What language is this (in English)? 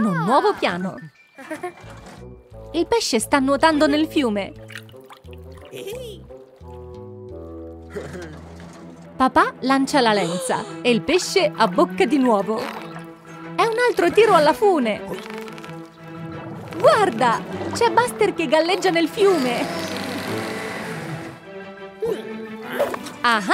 Italian